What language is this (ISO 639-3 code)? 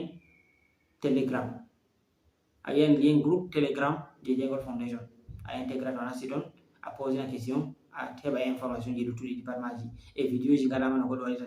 ful